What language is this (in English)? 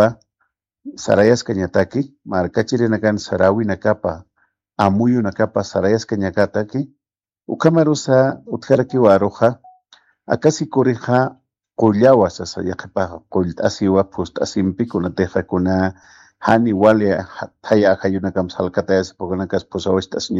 Aymara